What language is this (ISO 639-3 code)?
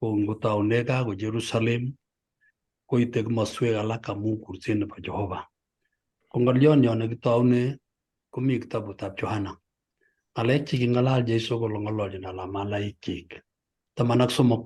kln